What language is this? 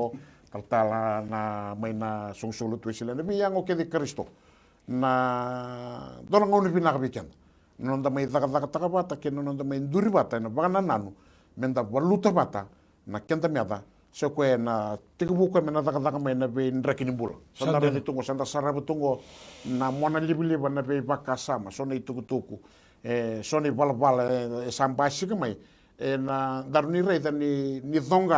Fijian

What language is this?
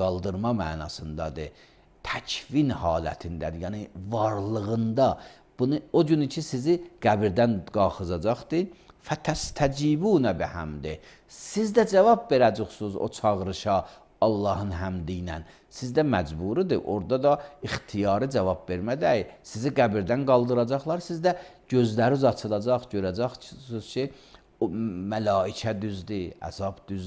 Azerbaijani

